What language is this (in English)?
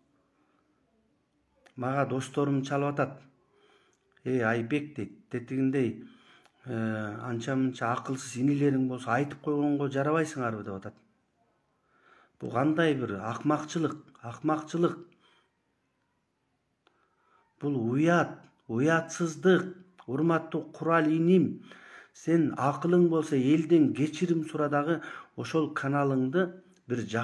Kyrgyz